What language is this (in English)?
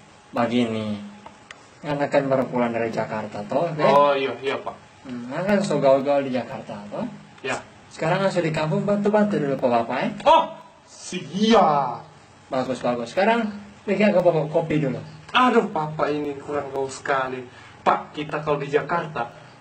Manado Malay